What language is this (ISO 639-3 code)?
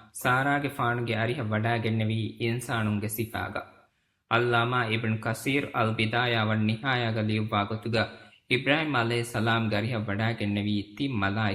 div